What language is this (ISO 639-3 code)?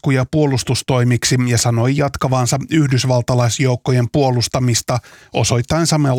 fin